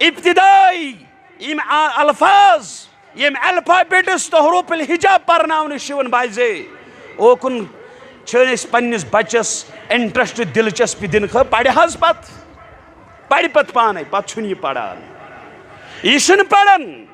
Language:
Kashmiri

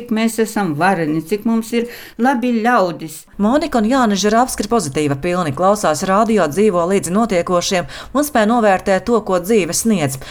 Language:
Latvian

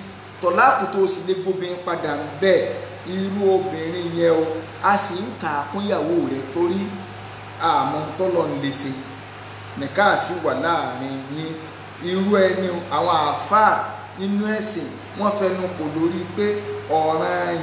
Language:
Yoruba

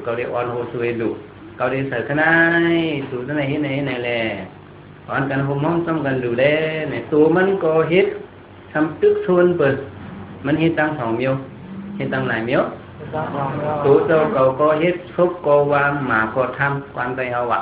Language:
Shan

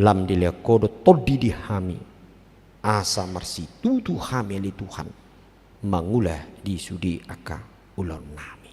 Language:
Batak Toba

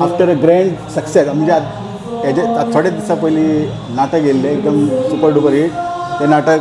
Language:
Konkani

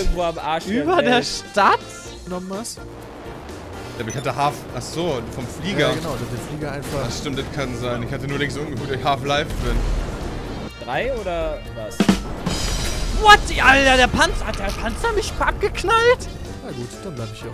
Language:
German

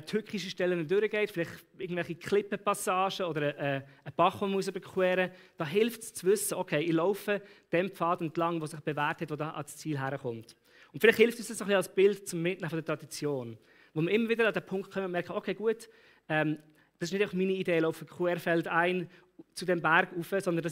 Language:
Swiss German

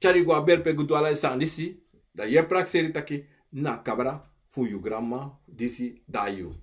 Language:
Sranan Tongo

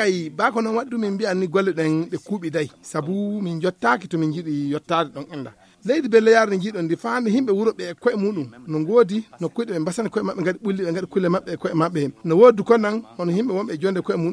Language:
Fula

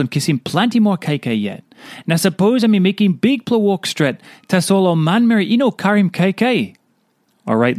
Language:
Tok Pisin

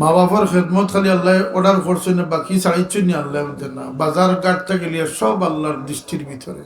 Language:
Sylheti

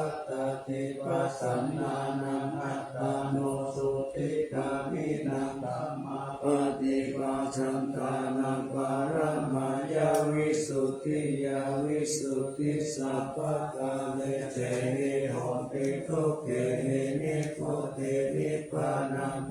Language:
Pali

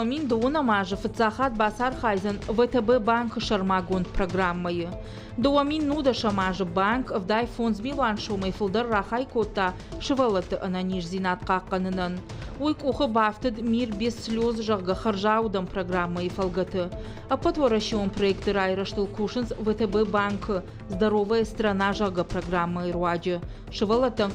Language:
Ossetic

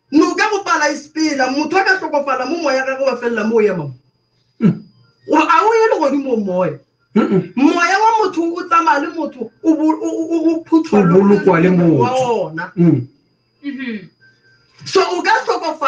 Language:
Northern Sotho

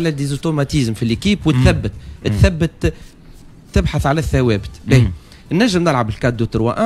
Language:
Tunisian Arabic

